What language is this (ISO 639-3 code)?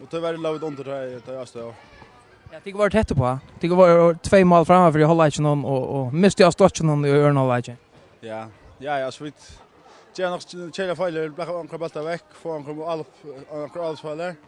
fao